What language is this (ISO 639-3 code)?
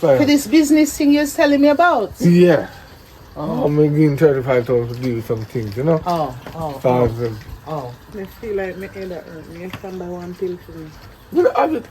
jam